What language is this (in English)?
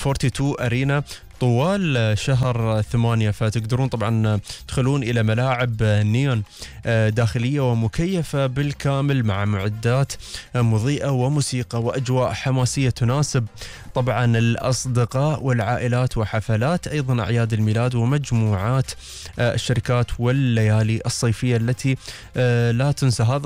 Gulf Arabic